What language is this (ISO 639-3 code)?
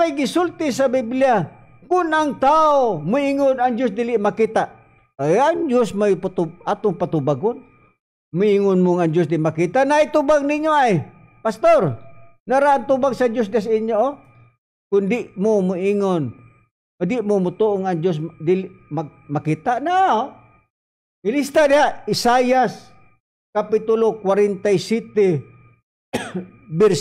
ceb